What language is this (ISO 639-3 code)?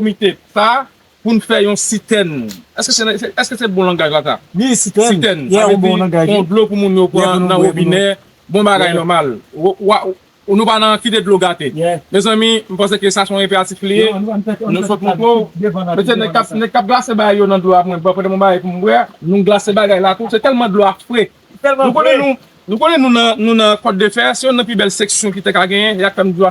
hat